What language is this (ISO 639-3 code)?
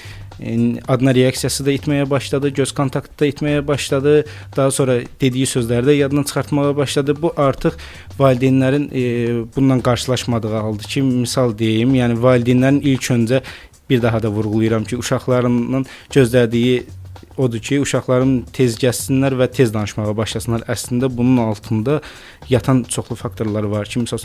aze